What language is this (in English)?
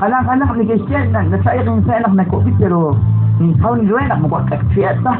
Kekchí